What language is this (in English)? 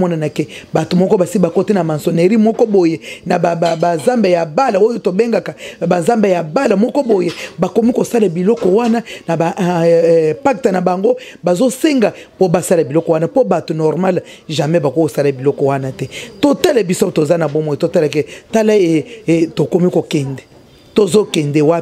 Lingala